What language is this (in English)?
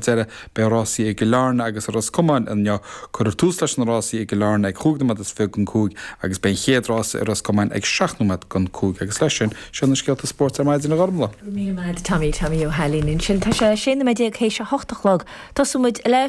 Irish